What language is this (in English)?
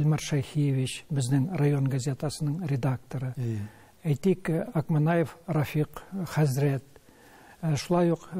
Tatar